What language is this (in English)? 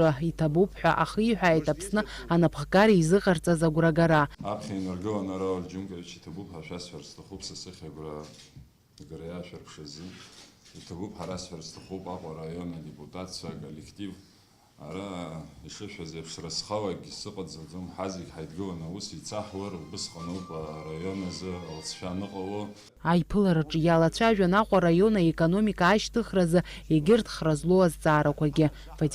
Abkhazian